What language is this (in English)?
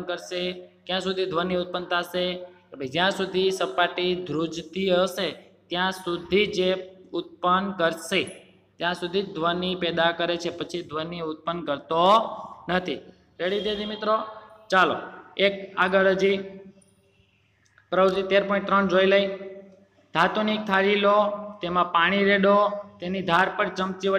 Gujarati